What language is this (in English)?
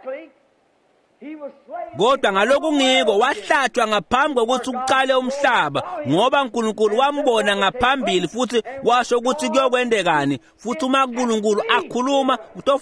Swati